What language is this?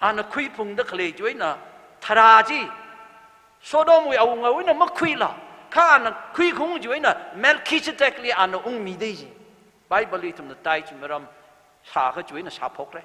Tangkhul Naga (India)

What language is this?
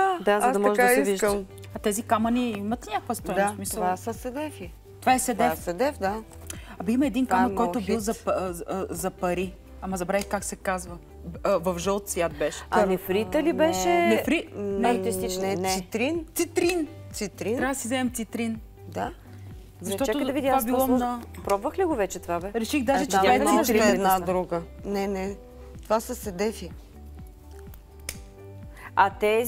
Bulgarian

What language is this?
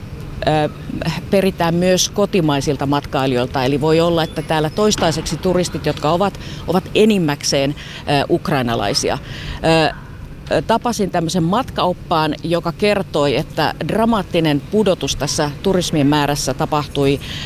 Finnish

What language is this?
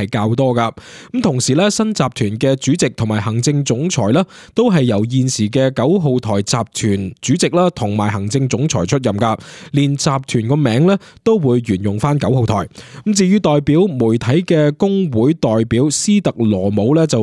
Cantonese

